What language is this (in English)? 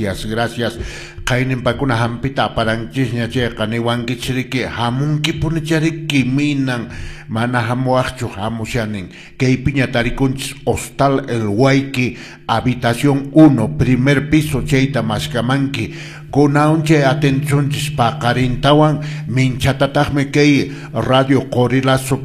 Quechua